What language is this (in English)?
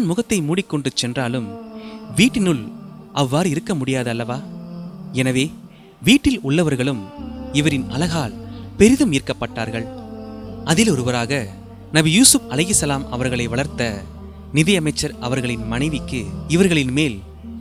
Tamil